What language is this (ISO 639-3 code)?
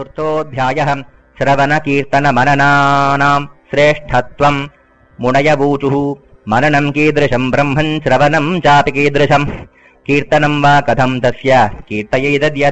san